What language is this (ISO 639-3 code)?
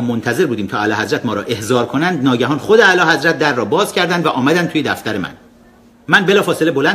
fas